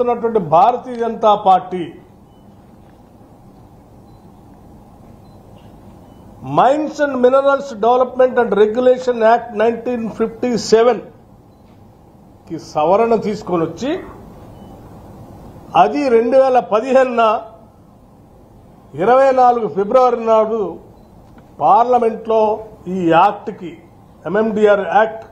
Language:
Telugu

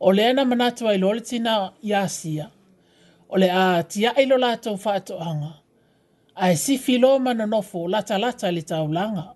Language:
Samoan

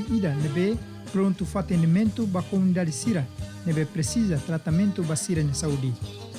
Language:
Tetum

